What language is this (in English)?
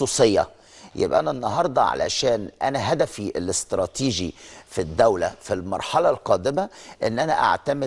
Egyptian Arabic